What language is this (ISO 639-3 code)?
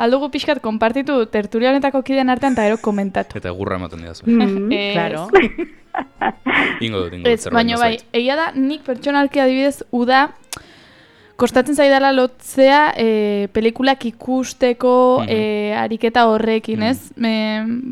eus